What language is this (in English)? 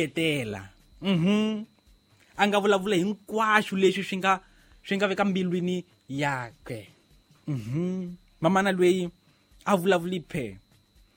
Tsonga